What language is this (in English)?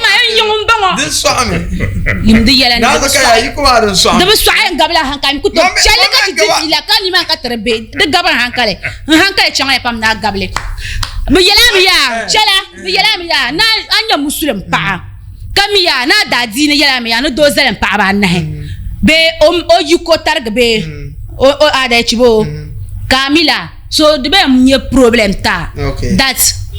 Dagbani